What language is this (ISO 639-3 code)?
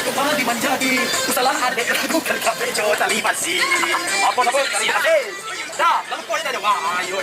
min